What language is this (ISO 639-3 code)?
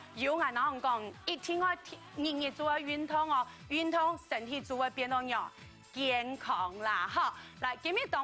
hak